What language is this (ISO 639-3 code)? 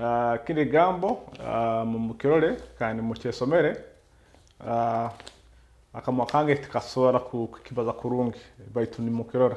nyo